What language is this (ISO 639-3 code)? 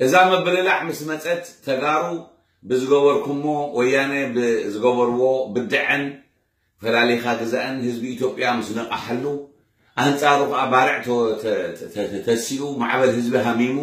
tir